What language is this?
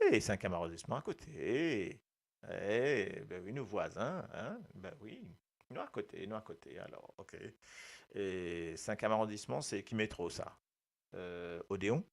Morisyen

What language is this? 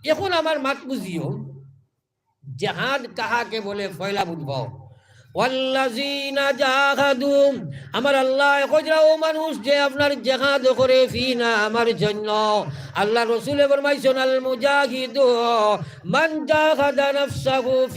Sylheti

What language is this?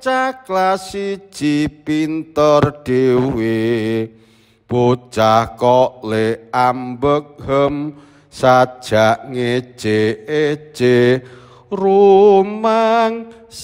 Javanese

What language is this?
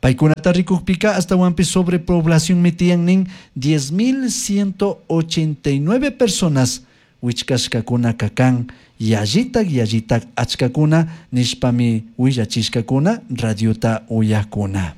Chimborazo Highland Quichua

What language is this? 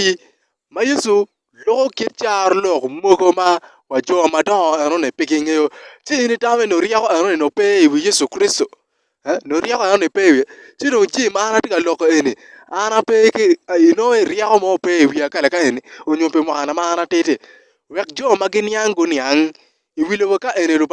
Acoli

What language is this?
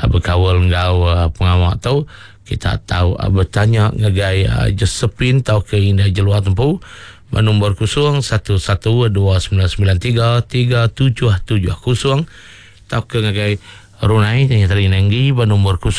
Iban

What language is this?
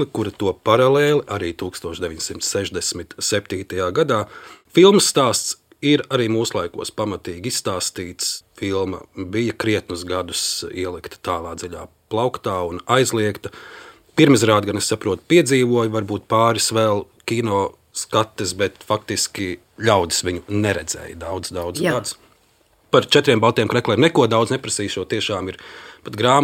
Latvian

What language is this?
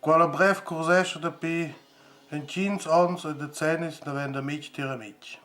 Romansh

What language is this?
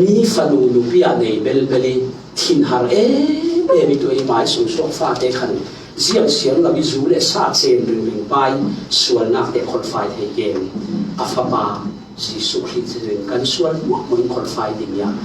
Falam Chin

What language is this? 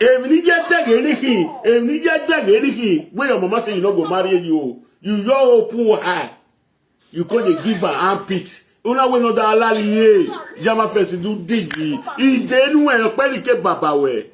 Nigerian Pidgin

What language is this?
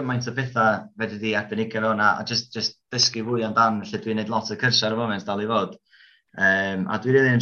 Welsh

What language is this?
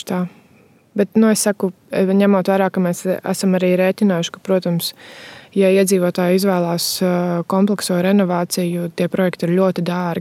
Latvian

